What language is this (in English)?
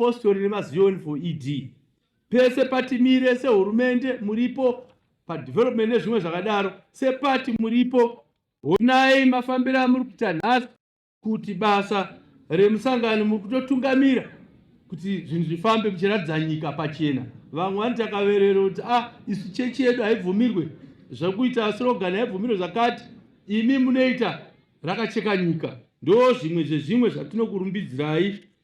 Shona